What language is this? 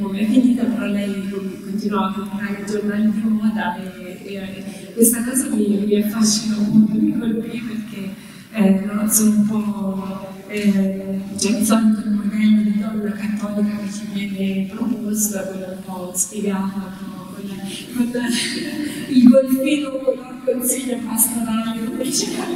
Italian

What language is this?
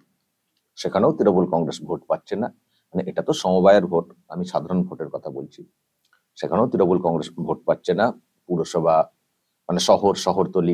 Bangla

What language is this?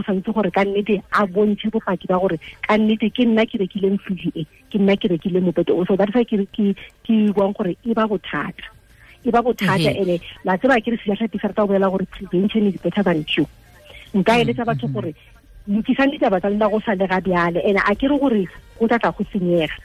Tswana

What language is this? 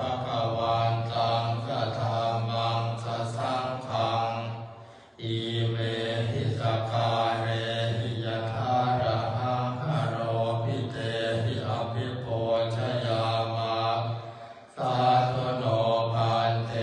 Pali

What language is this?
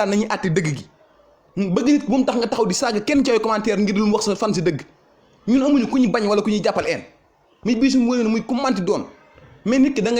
Wolof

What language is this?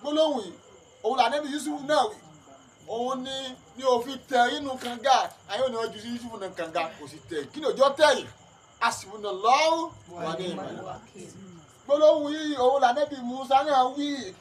Yoruba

